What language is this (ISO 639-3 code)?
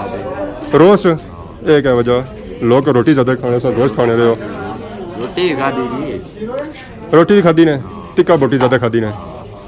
phr